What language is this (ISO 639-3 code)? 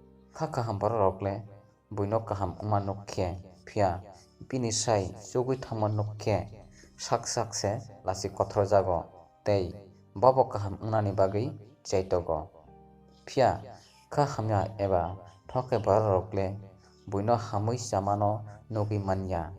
trp